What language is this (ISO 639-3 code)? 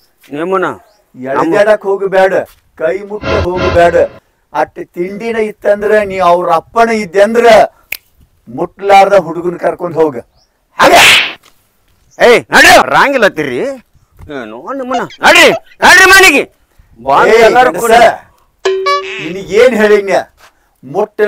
kan